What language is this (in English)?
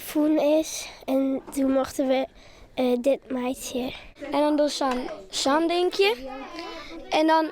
Western Frisian